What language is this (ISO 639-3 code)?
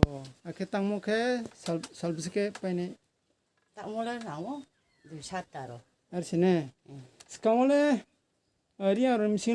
trp